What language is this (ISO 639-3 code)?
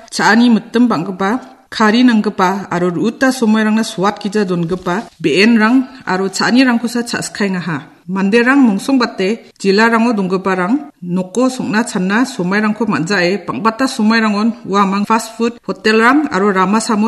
grt